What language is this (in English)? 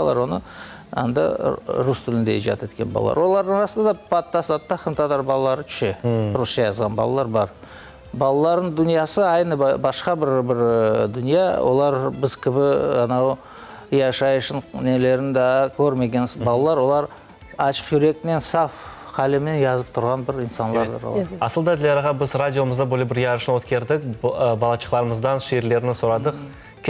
Crimean Tatar